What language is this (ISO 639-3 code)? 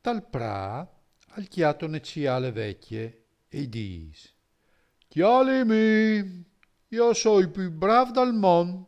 fur